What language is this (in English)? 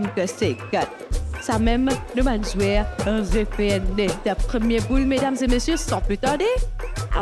Morisyen